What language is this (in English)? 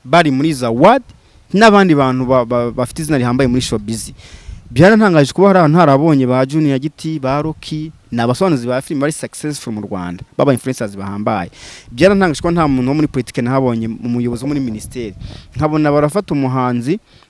Kinyarwanda